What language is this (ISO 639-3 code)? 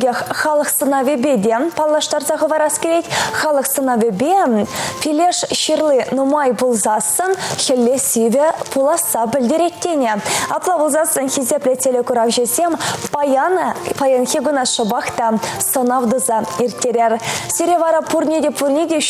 chv